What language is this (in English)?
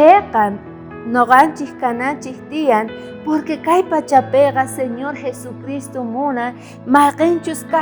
South Bolivian Quechua